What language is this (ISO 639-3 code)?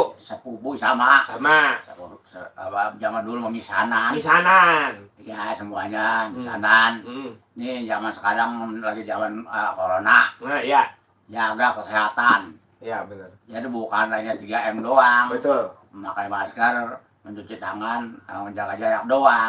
bew